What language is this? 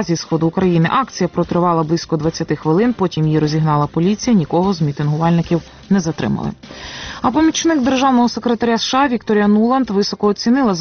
Ukrainian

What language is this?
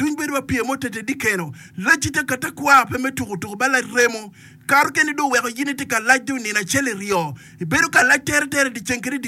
Acoli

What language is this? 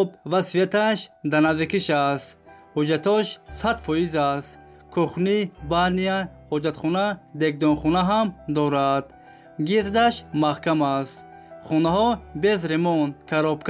Tajik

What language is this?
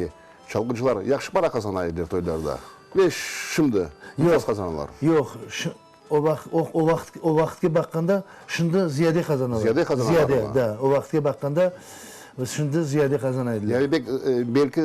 Crimean Tatar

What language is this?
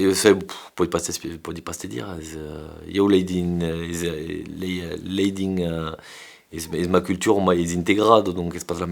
Occitan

